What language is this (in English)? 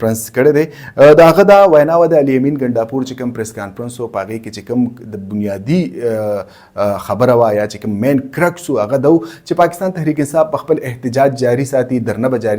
Pashto